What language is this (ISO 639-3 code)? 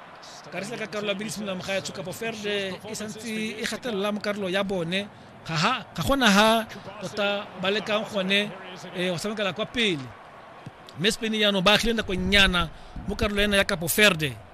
tsn